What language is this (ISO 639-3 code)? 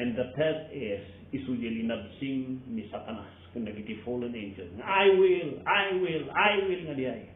ilo